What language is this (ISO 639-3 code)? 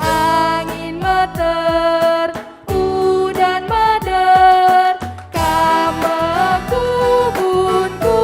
btx